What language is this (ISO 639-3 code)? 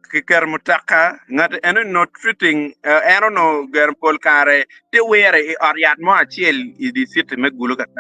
ach